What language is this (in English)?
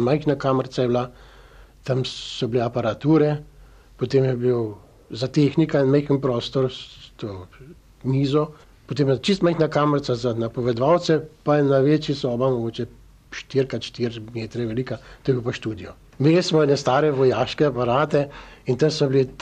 Slovenian